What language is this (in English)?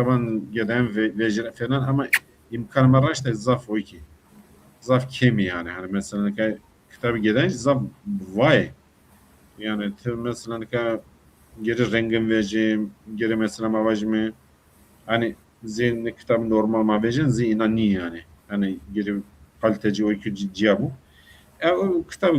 Zaza